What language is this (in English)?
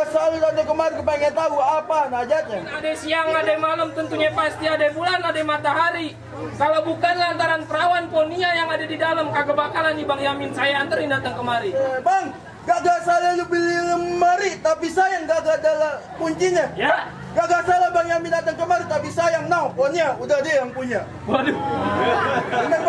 Betawi